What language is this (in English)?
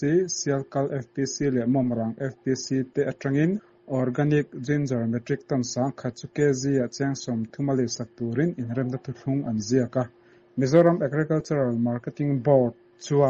Mizo